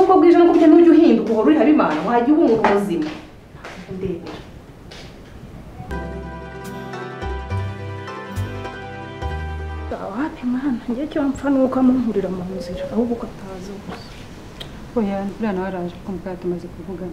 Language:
Kinyarwanda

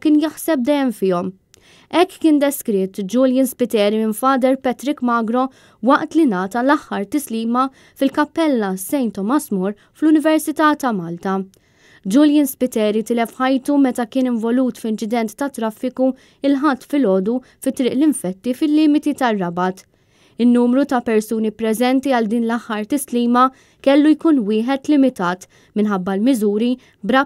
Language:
Maltese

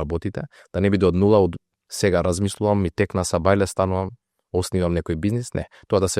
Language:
Macedonian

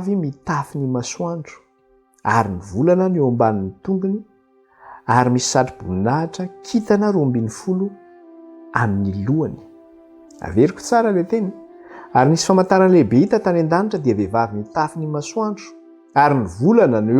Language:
Malagasy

